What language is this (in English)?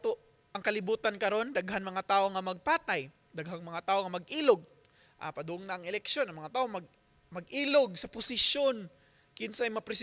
Cebuano